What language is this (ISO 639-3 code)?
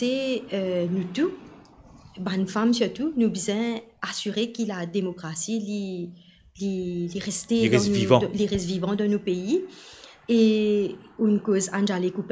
mfe